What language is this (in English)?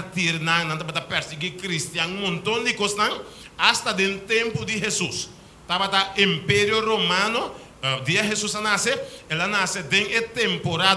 Papiamento